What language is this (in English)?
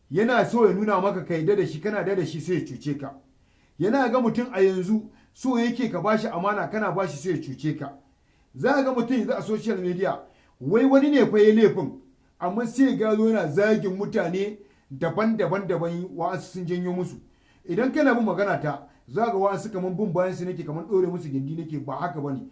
Hausa